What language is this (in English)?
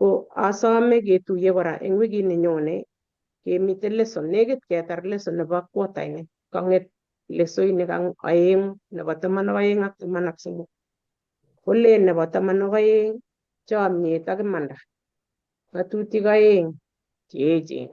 Kalenjin